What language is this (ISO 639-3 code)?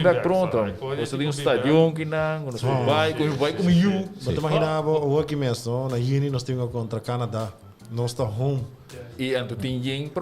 pap